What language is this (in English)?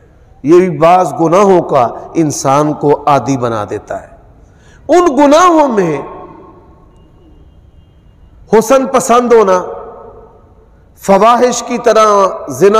Urdu